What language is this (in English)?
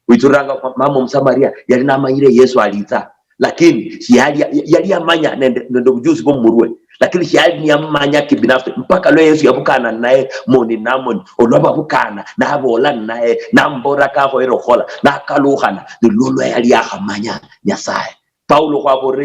Luyia